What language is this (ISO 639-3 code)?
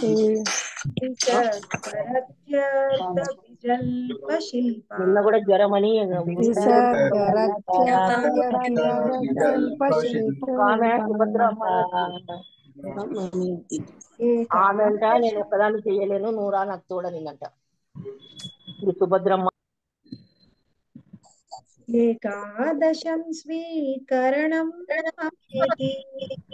tel